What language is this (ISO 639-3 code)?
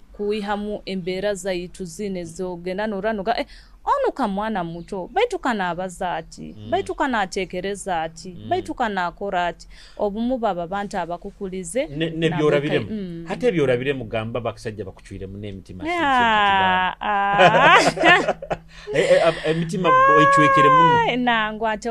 nyo